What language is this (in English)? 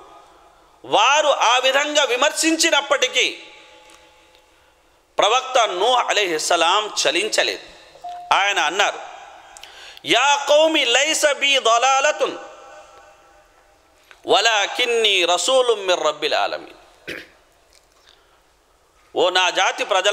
Telugu